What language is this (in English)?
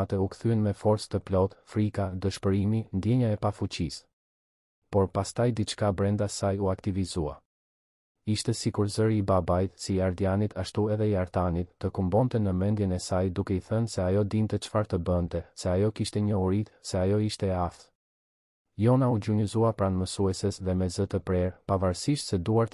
Albanian